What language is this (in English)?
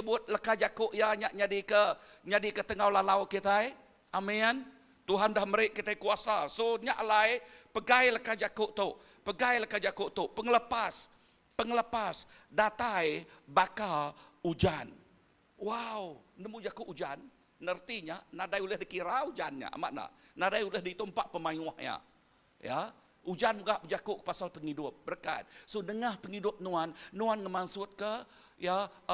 Iban